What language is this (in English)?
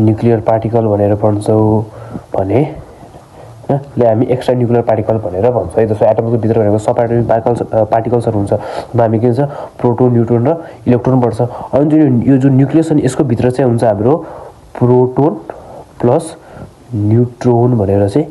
Nepali